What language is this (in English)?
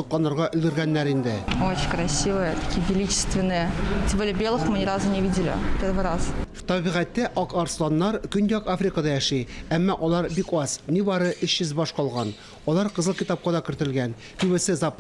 Tatar